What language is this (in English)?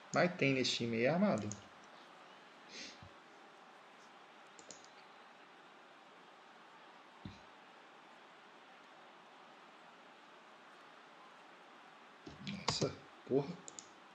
Portuguese